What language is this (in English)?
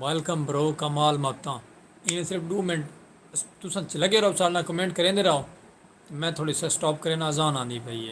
Saraiki